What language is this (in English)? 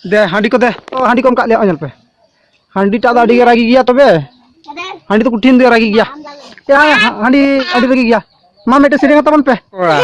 Santali